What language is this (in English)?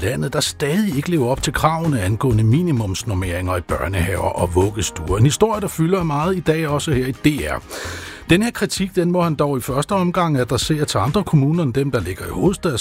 Danish